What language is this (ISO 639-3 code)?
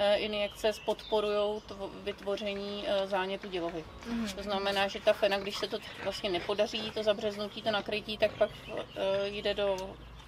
ces